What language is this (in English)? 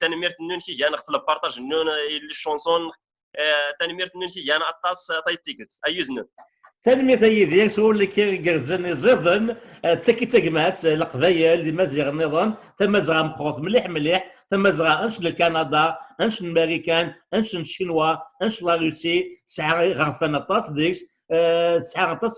Kabyle